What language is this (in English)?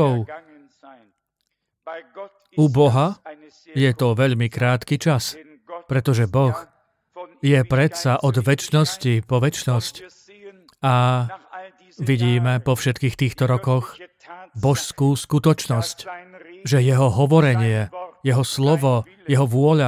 Slovak